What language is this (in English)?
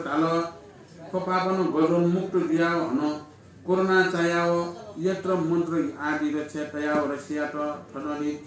Newari